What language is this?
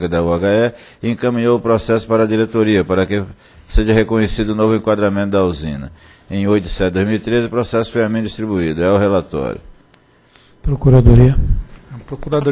Portuguese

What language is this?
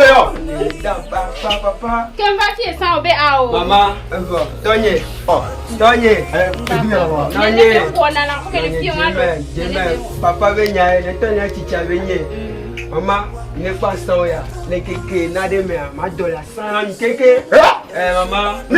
Ewe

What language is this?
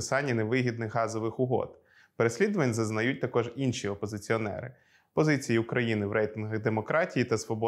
Ukrainian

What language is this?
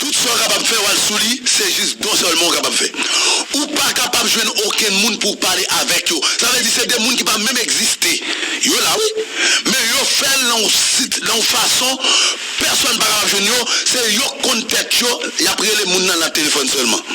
Haitian Creole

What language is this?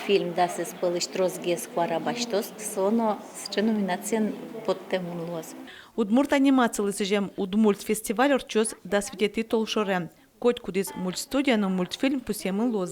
Udmurt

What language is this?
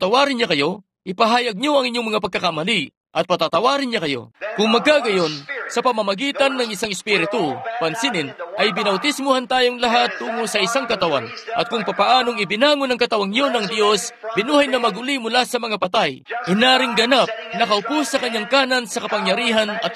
Filipino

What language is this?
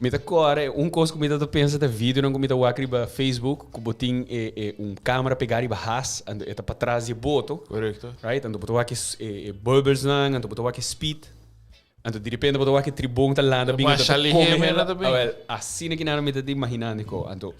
Papiamento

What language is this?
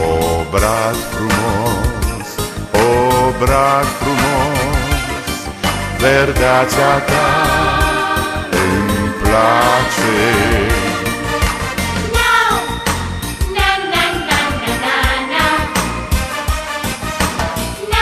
Romanian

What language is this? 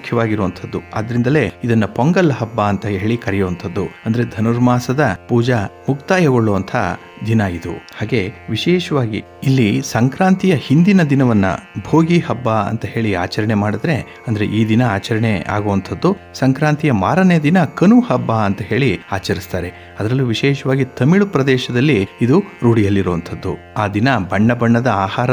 Kannada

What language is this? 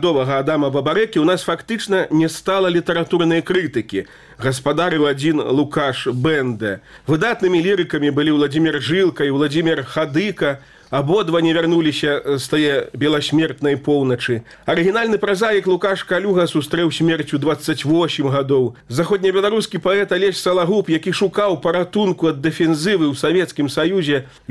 Belarusian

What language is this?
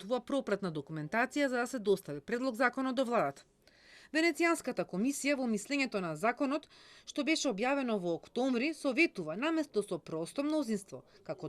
Macedonian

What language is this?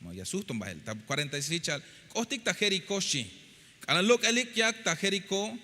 Tzeltal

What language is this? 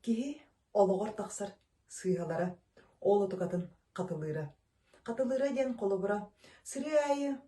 Yakut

